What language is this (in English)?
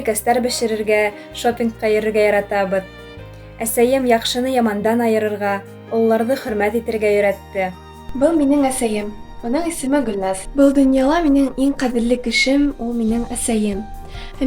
Bashkir